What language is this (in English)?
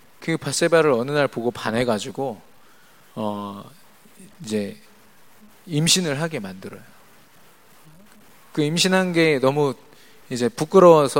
Korean